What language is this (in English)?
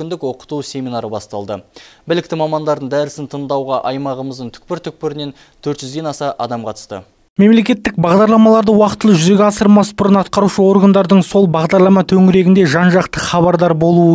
Kazakh